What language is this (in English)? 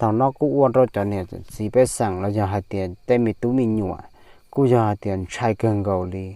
Hmong